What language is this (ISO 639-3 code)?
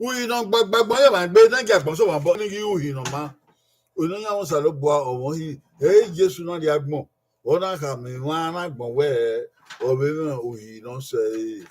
bin